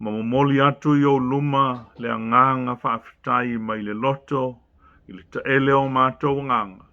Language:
Samoan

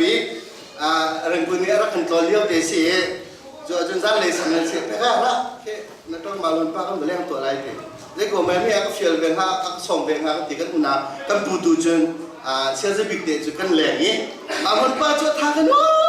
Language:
Hakha Chin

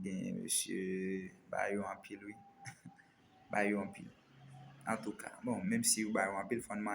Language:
Haitian Creole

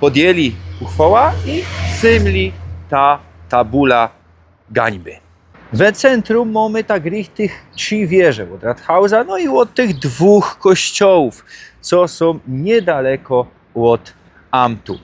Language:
Silesian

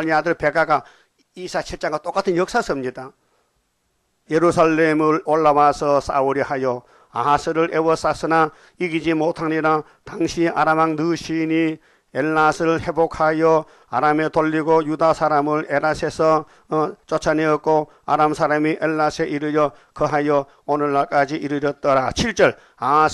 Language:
Korean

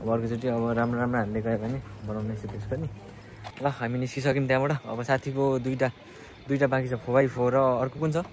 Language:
Nepali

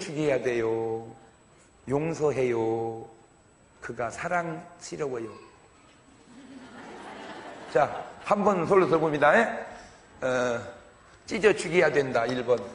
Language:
Korean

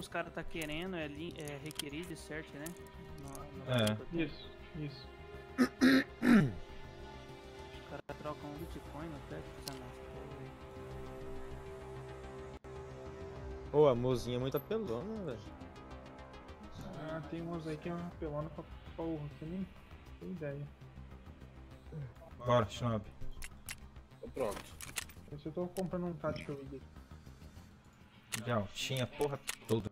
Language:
Portuguese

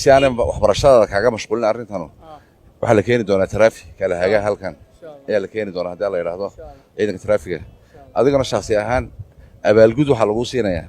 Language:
Somali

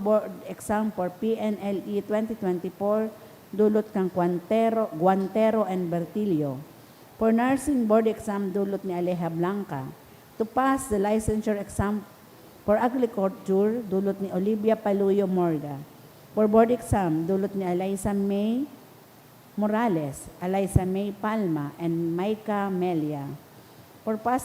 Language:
Bikol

